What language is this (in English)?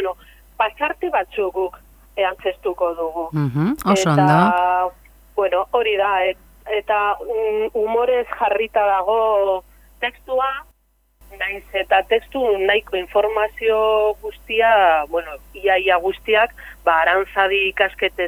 Basque